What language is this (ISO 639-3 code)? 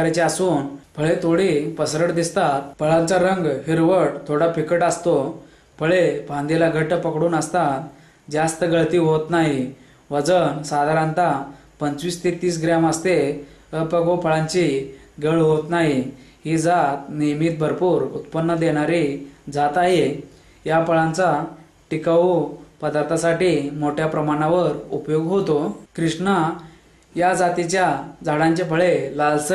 mar